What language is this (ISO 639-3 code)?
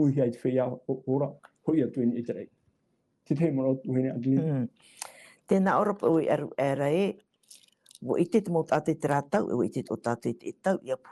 tah